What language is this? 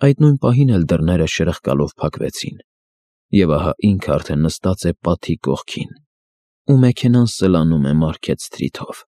Armenian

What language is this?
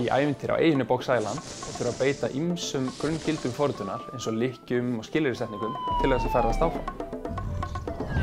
Icelandic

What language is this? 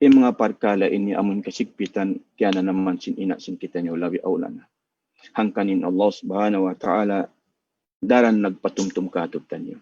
Tausug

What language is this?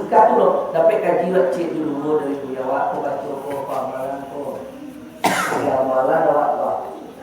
Minangkabau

